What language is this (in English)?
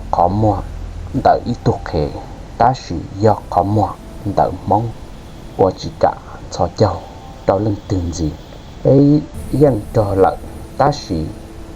Hmong